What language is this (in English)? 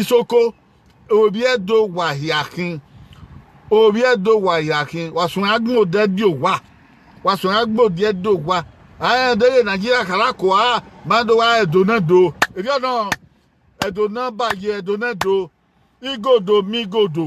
Bini